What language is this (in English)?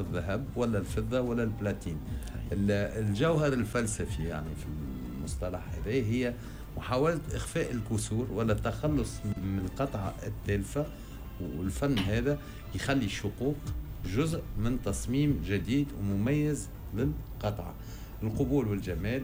Tunisian Arabic